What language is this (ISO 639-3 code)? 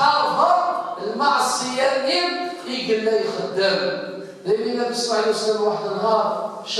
kab